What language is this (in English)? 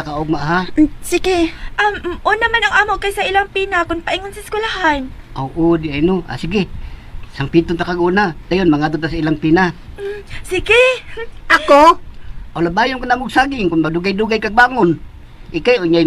Cebuano